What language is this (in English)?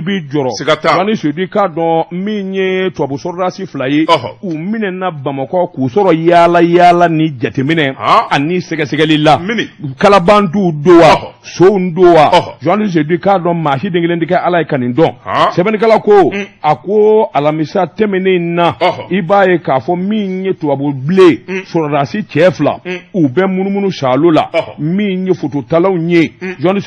Bambara